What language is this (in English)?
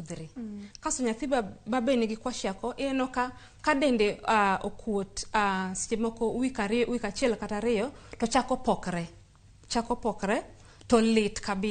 Luo (Kenya and Tanzania)